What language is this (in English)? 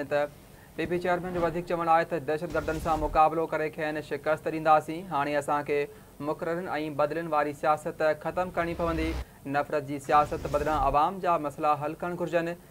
Sindhi